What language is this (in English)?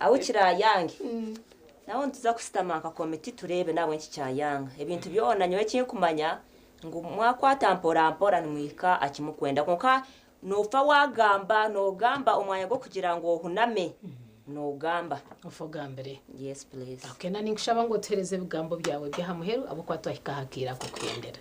Nyankole